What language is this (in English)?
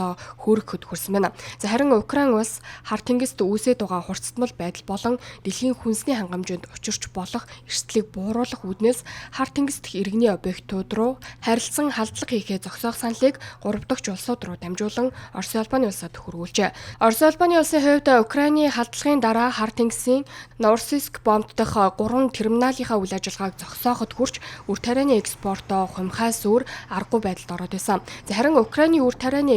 Mongolian